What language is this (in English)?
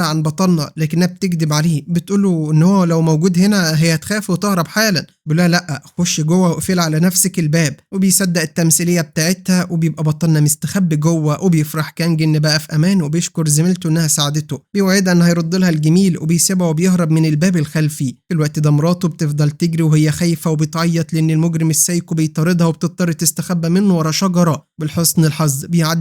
Egyptian Arabic